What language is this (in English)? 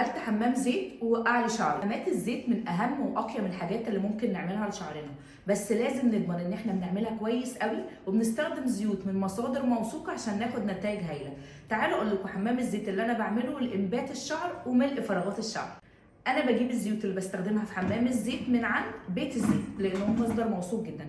Egyptian Arabic